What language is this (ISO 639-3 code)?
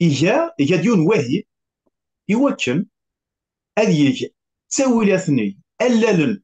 kab